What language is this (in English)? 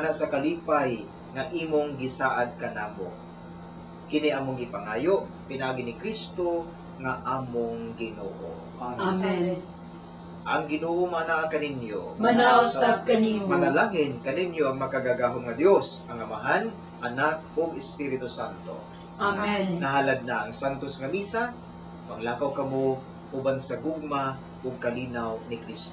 Cebuano